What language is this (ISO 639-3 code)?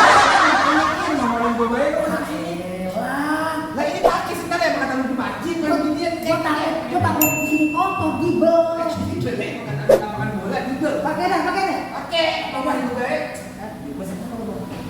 bew